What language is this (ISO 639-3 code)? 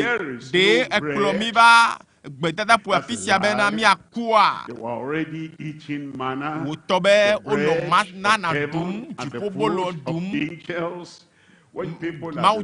ewe